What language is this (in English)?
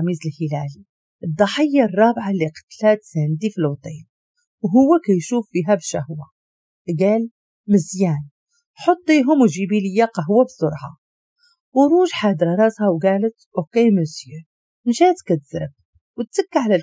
Moroccan Arabic